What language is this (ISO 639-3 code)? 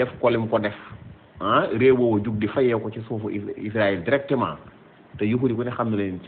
wol